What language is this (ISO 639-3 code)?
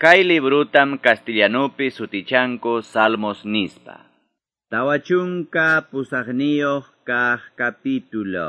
que